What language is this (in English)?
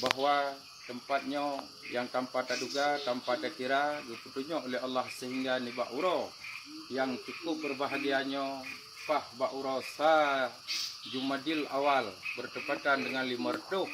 Achinese